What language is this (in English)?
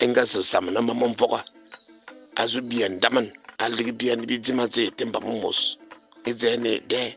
Fang